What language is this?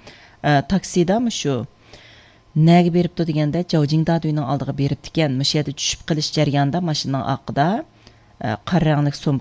Uyghur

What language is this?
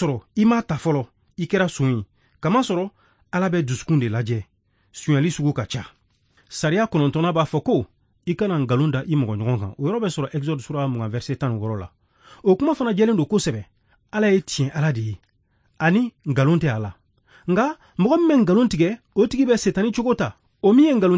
Bambara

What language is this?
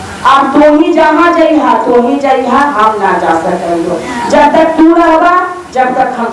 Magahi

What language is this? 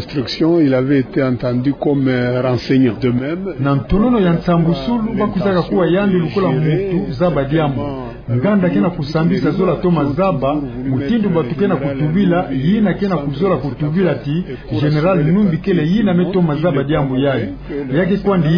Kituba (Democratic Republic of Congo)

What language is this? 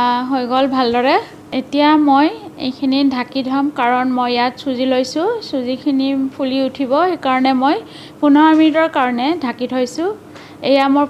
Assamese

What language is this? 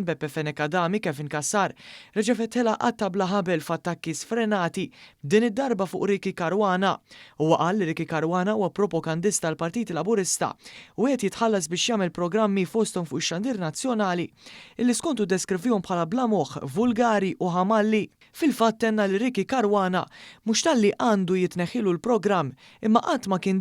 Maltese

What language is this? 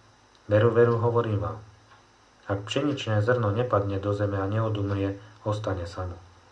Slovak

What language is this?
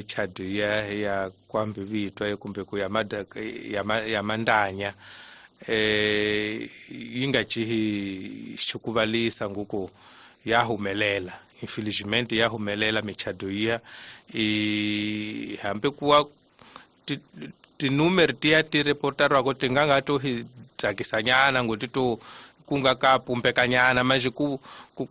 Tsonga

